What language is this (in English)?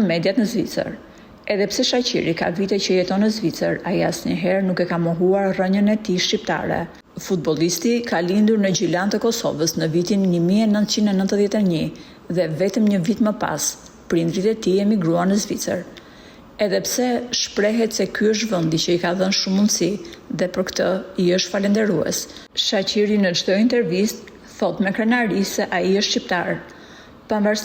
Albanian